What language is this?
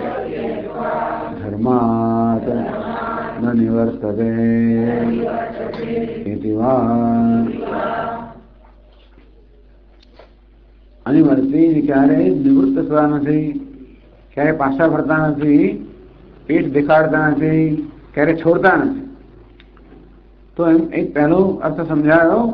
Gujarati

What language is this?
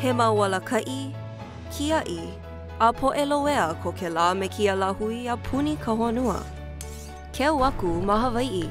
Hawaiian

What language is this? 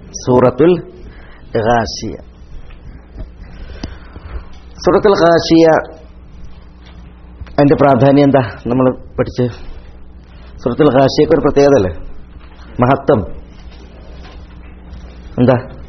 Malayalam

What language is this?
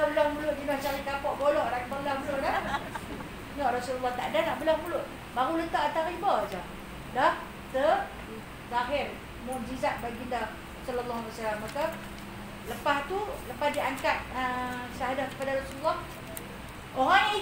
Malay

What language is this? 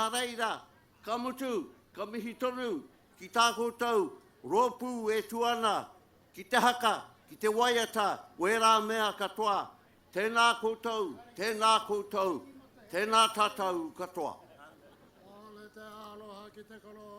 Māori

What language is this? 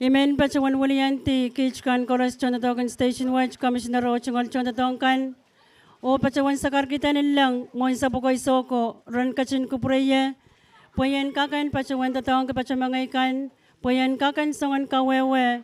Pohnpeian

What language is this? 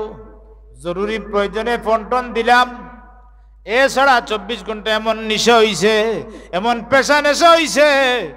Sylheti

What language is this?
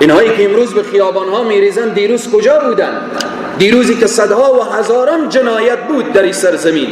Persian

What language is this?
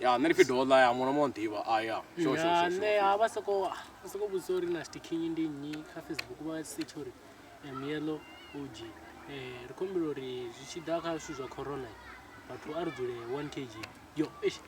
Venda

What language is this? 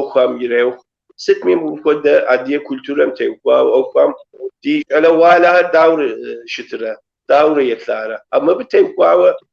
Kabardian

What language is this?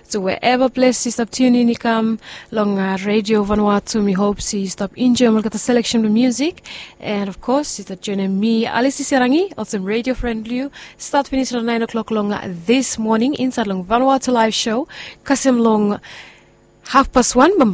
Bislama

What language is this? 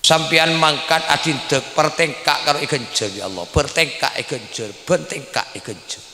Madurese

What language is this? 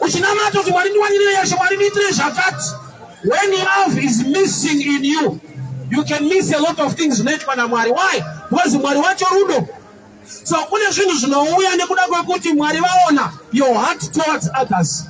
Shona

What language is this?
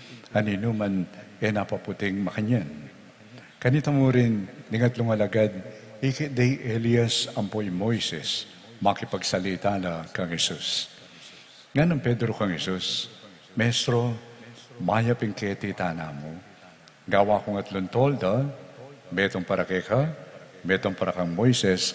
Pampanga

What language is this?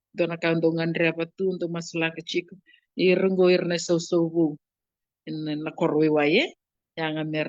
Fijian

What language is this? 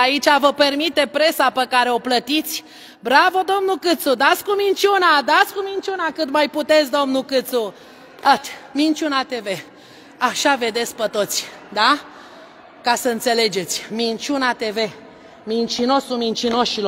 Romanian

